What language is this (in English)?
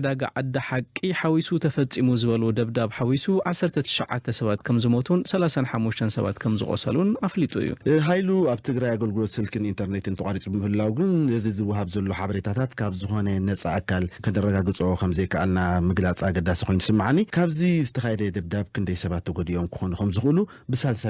Tigrinya